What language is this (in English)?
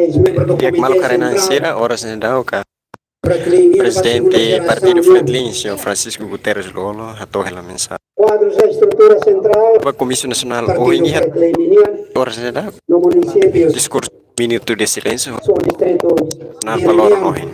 Tetum